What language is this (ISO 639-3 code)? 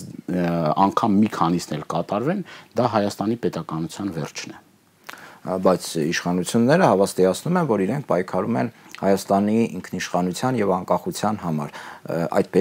hye